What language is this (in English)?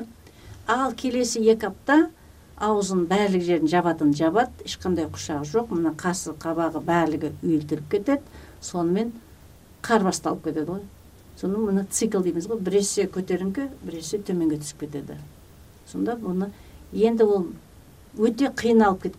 Kyrgyz